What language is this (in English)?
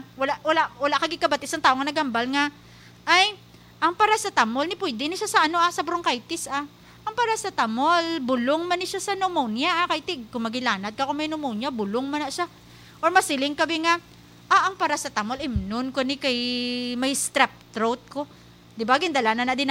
Hiligaynon